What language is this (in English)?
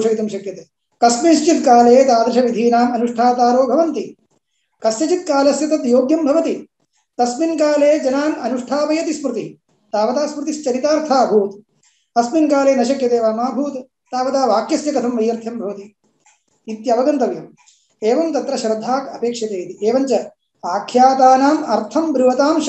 Sanskrit